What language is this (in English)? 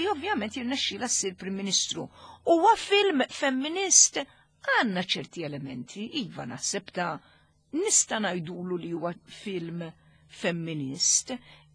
Maltese